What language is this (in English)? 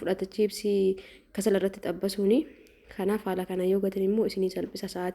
Oromo